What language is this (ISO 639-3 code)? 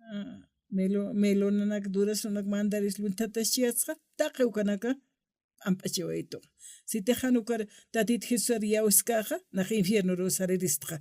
aym